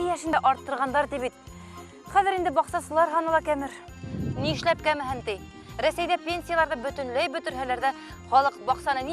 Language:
Bashkir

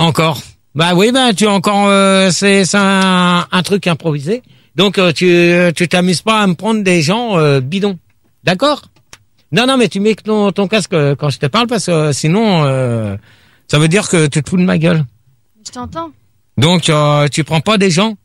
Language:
French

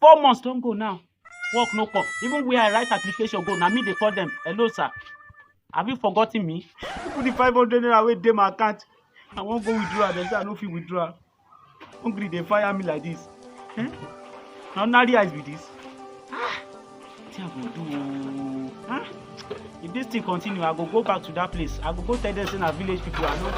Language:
Nigerian Pidgin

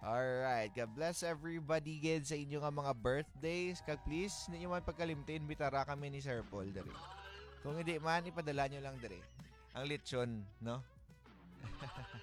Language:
Hiligaynon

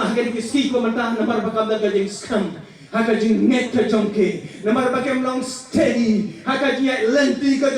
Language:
Khasi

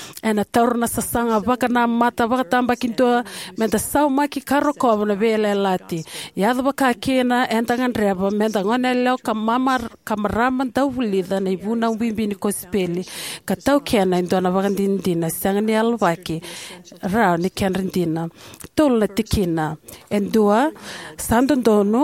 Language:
Fijian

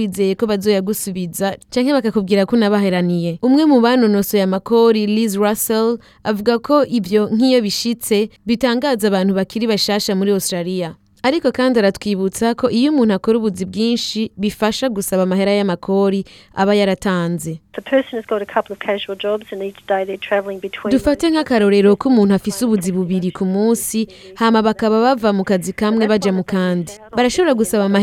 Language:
Rundi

